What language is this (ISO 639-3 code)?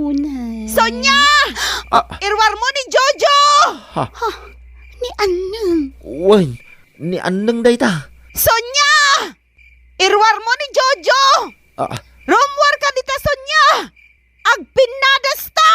ilo